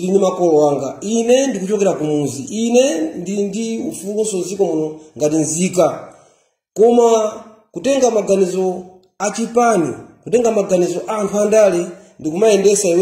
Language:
Nyanja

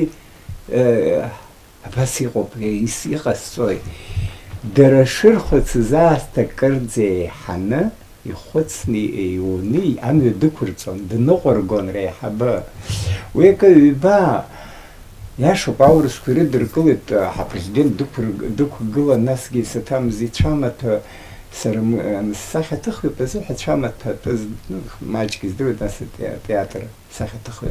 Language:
Abkhazian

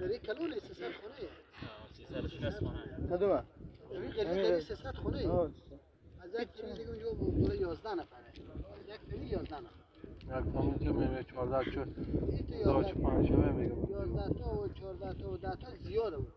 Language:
Persian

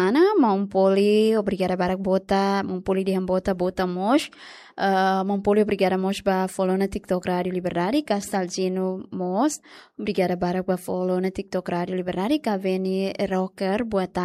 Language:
Tetum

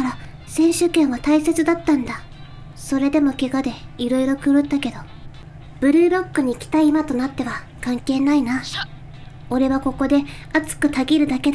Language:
Japanese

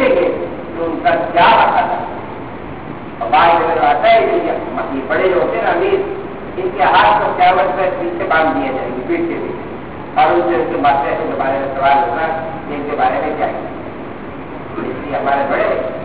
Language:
Urdu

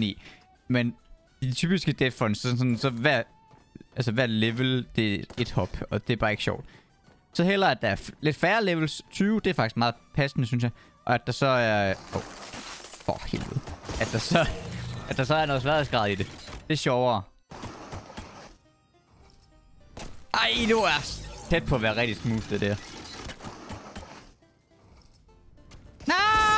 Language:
Danish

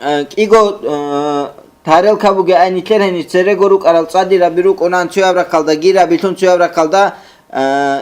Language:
Avaric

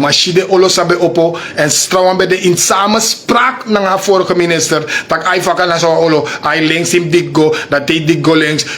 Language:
Sranan Tongo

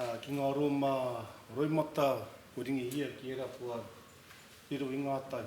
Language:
Māori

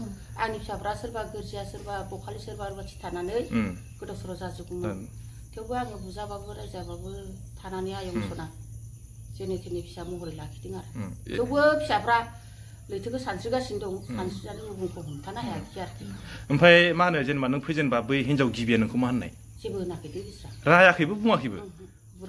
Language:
Bodo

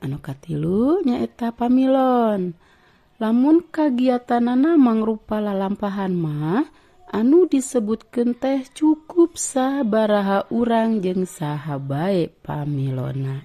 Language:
Sundanese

